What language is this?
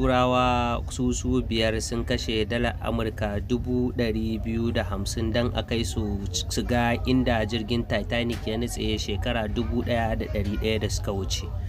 Hausa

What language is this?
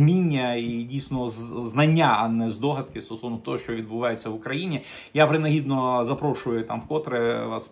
Ukrainian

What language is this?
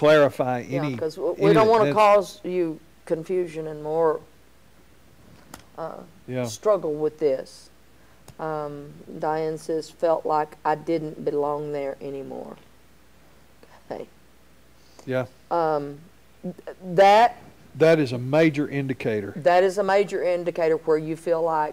English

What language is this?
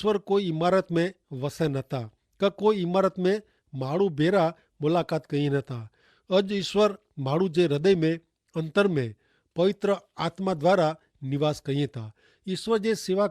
Kachhi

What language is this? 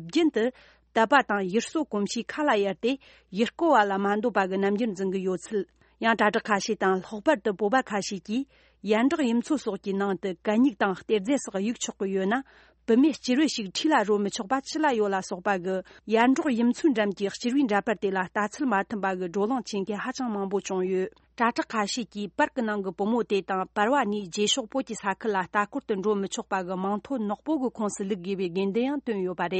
Tibetan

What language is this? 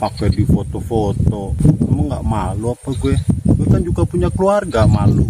Betawi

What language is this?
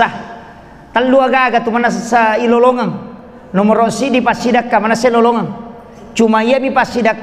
Buginese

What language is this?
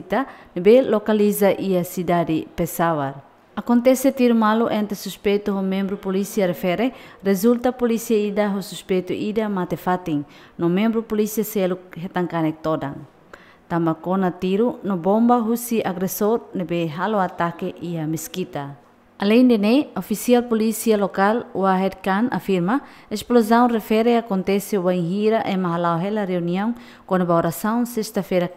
Tetum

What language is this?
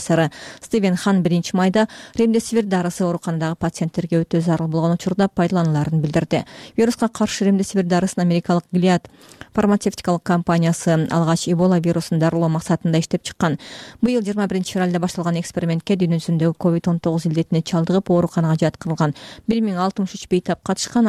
Kyrgyz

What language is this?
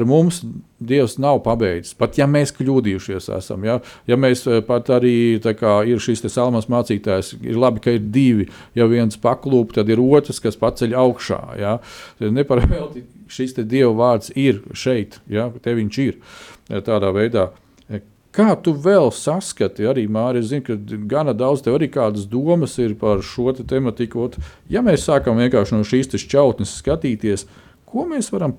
Latvian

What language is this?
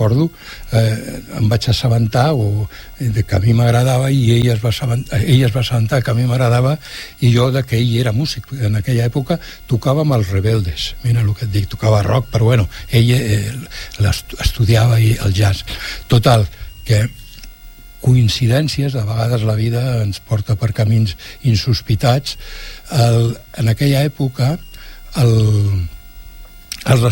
Catalan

